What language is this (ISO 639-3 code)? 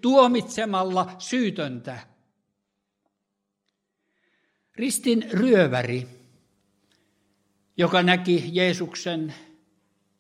fin